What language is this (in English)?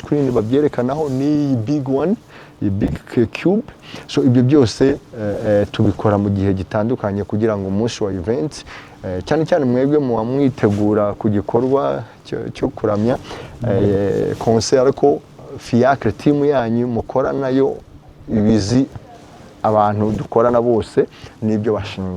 Kinyarwanda